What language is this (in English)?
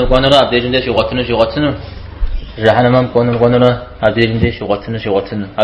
Kabardian